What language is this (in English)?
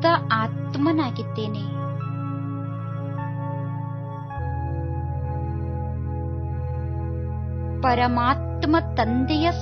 Kannada